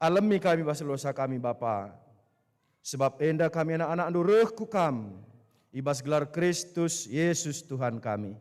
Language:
Batak Karo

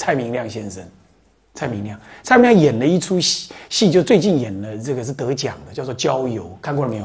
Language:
Chinese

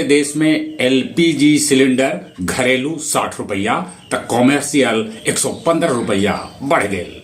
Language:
Magahi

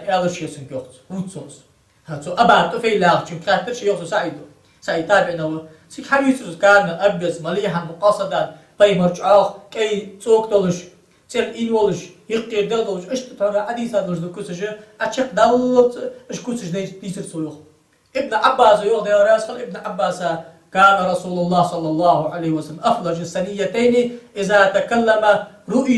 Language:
Ingush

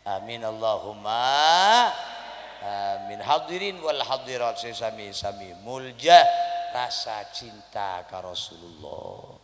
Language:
Madurese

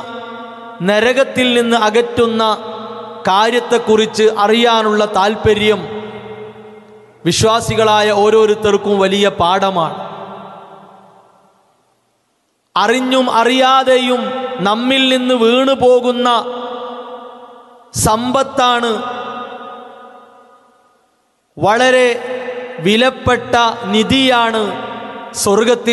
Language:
Malayalam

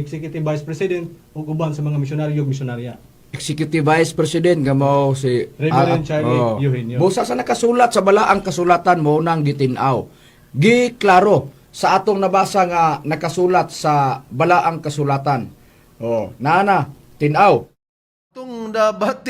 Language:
Cebuano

